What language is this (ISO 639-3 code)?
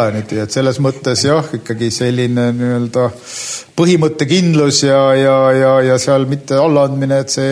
est